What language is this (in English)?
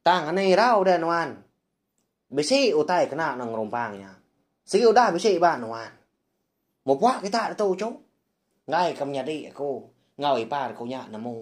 Iban